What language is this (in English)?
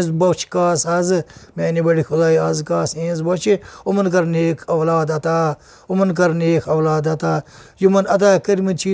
Kashmiri